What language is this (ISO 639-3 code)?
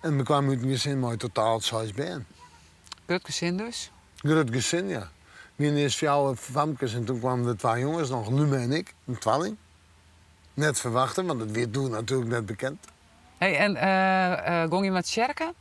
fry